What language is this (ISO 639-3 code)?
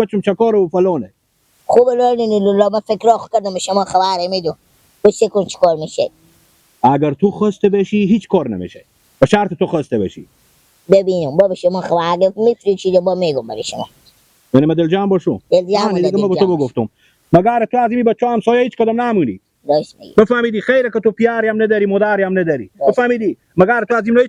fas